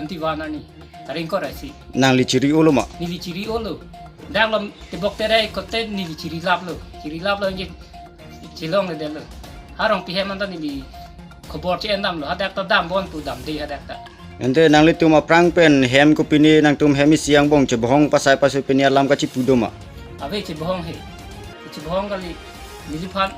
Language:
Karbi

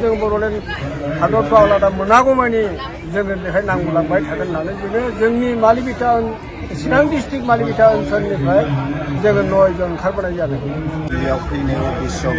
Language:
Bodo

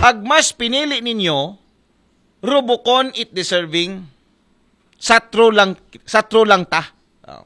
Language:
Aklanon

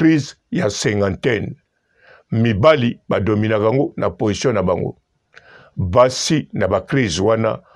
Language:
Lingala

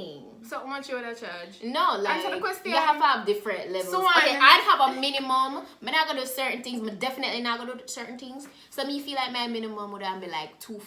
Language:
Jamaican Creole English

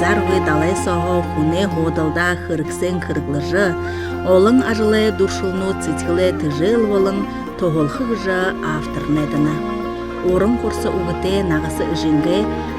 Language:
Buriat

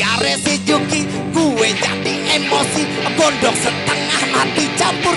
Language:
Betawi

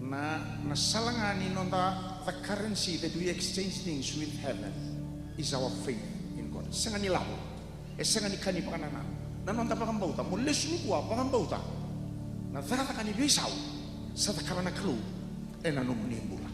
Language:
Fijian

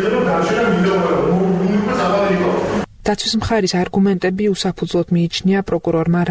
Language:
Georgian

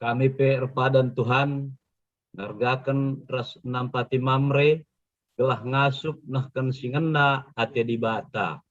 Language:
Batak Karo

